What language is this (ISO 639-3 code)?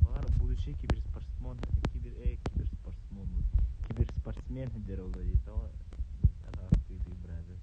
sah